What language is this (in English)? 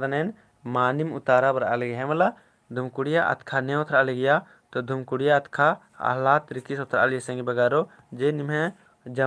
Kurukh